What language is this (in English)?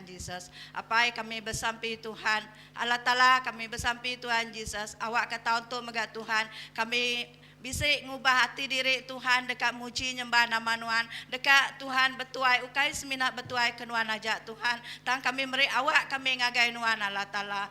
Iban